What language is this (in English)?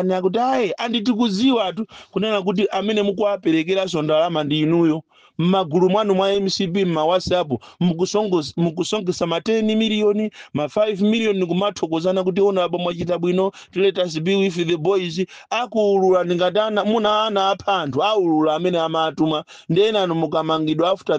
Nyanja